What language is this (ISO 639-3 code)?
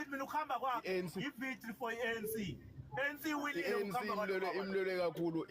zul